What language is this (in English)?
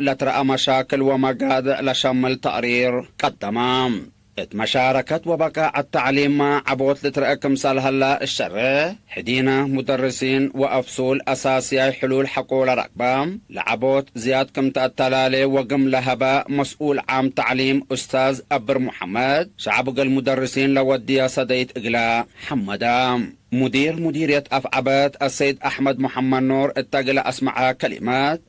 Tigre